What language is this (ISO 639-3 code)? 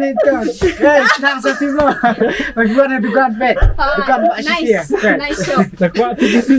kha